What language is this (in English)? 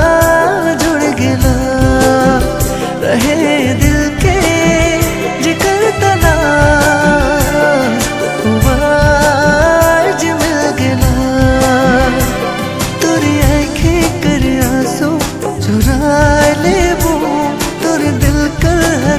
Sadri